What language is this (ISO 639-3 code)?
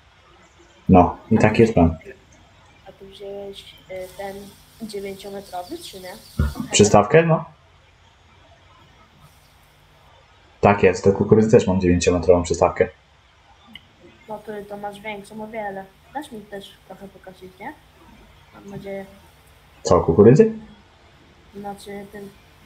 pol